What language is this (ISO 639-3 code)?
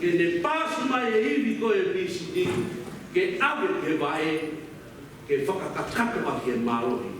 ton